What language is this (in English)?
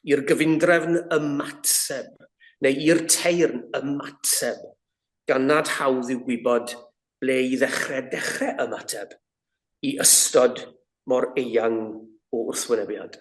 Welsh